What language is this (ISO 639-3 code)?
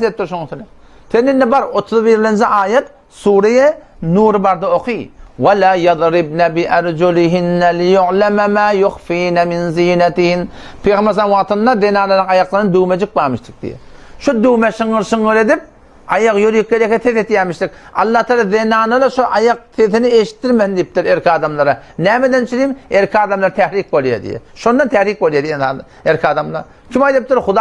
tuk